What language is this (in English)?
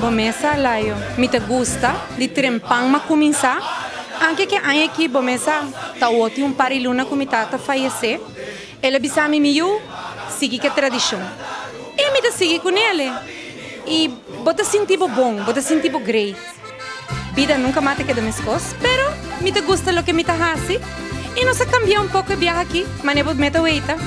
Papiamento